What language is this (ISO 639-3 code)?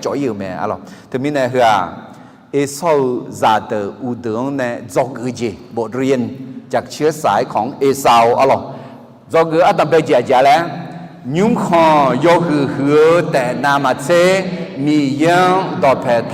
ahk